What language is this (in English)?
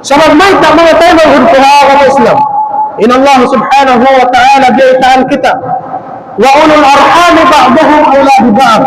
Tausug